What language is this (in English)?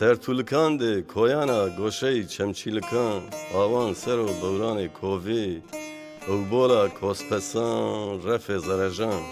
Zaza